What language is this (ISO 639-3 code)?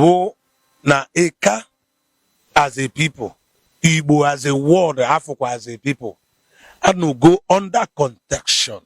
ibo